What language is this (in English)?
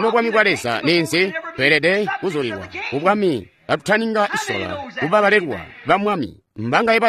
Tonga (Zambia)